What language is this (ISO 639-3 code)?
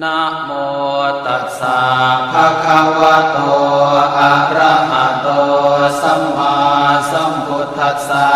pli